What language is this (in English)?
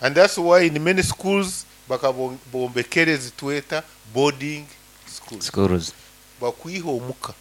Nyankole